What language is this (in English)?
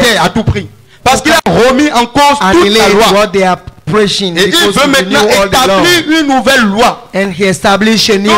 French